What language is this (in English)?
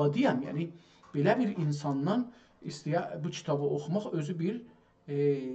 South Azerbaijani